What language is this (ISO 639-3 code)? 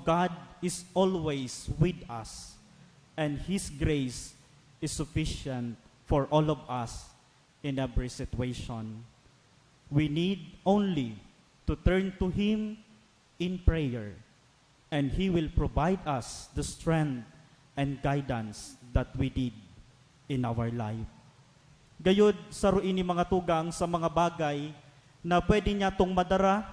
bik